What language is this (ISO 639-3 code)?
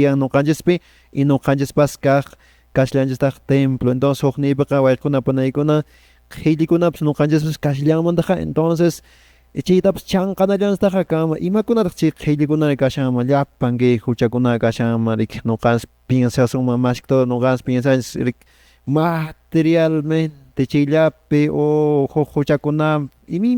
que